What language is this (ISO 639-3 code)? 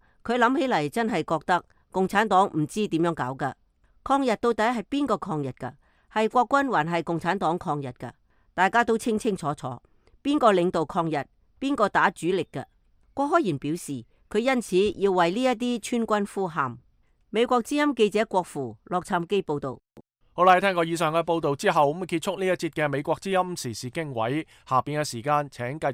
yue